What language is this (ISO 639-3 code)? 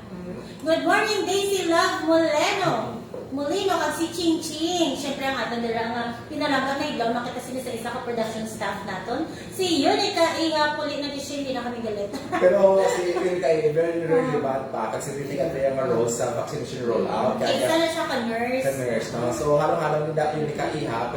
hil